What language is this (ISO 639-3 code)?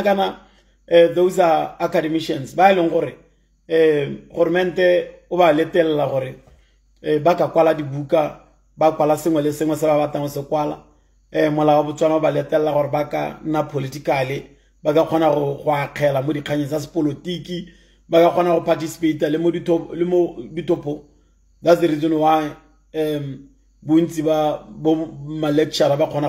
tsn